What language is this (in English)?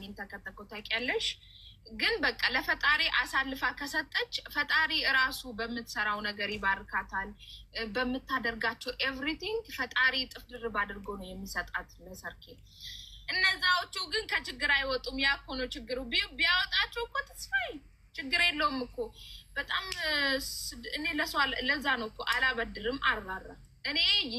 Amharic